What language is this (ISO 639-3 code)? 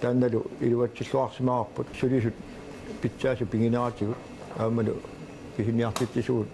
kal